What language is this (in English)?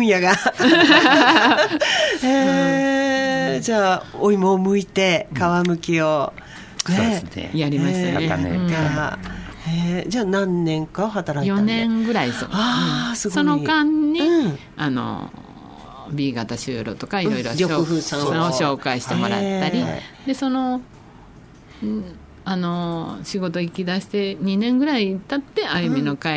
Japanese